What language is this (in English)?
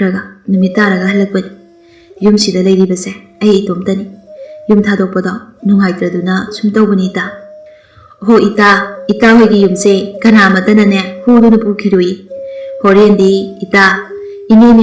Manipuri